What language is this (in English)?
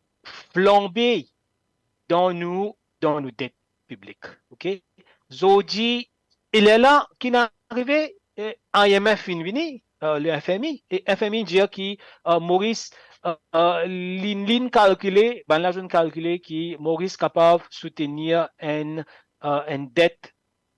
Morisyen